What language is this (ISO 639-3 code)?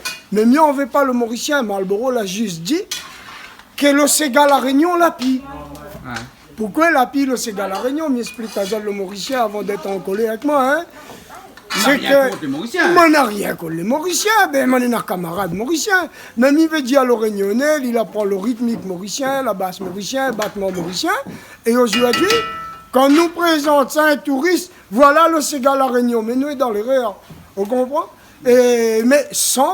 rcf